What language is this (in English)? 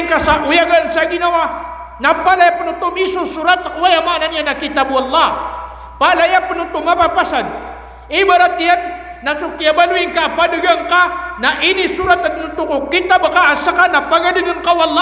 Maranao